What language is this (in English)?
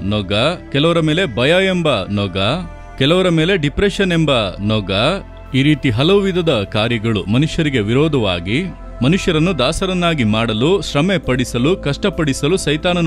Kannada